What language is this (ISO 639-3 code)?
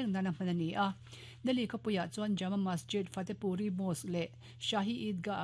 lus